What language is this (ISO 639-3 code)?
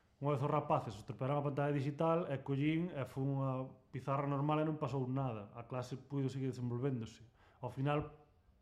glg